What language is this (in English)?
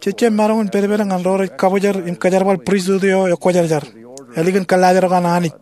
Marshallese